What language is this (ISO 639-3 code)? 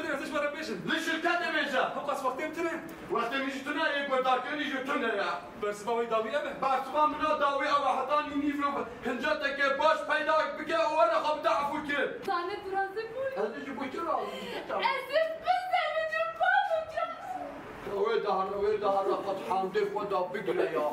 kur